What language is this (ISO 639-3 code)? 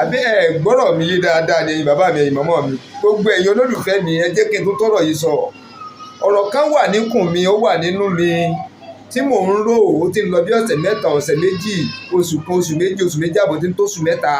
yor